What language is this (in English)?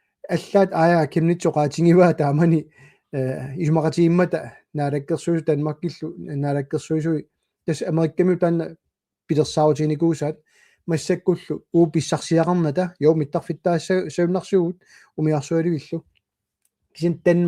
Kalaallisut